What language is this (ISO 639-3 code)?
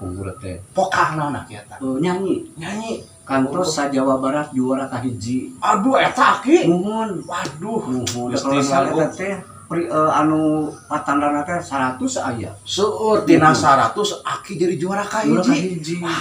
sun